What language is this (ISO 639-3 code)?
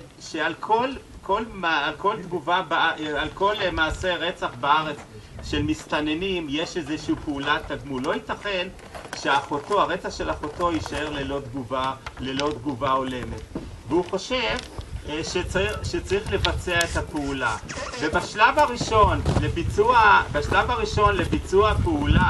heb